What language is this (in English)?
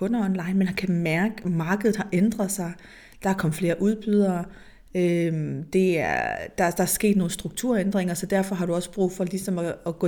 Danish